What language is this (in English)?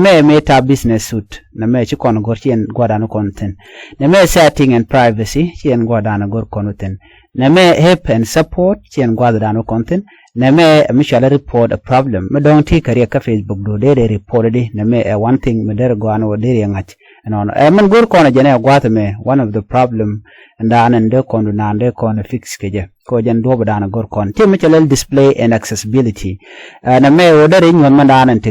Nuer